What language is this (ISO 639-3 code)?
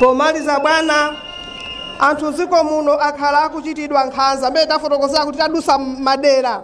nya